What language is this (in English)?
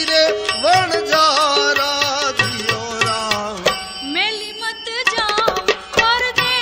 Gujarati